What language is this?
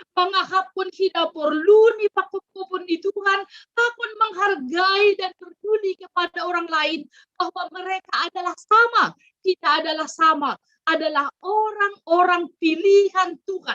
Batak Simalungun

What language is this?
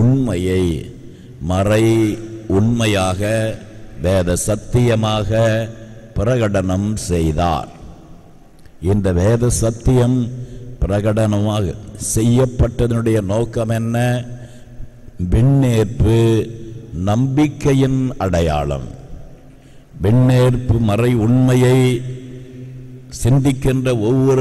Tamil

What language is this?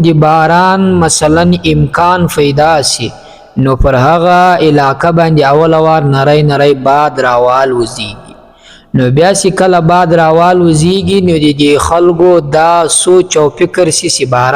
Pashto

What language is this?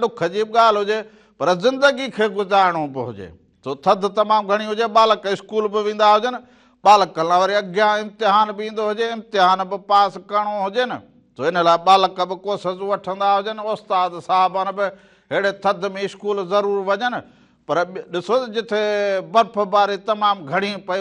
Sindhi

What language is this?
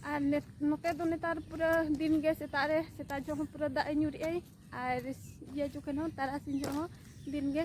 Santali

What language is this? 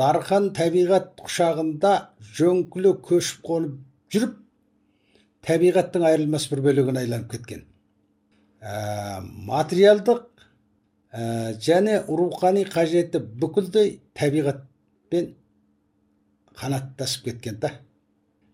Kazakh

